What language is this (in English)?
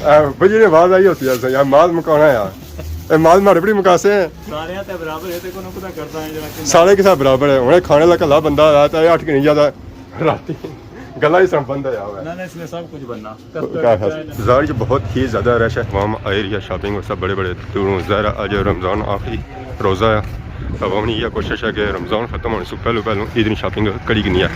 Pahari-Potwari